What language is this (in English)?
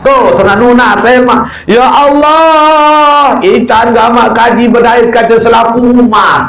Sasak